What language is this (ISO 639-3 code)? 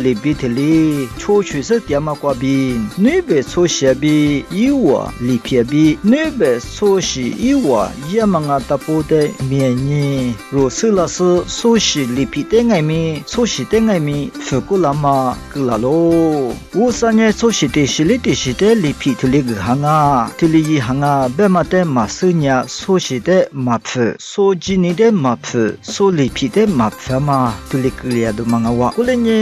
lis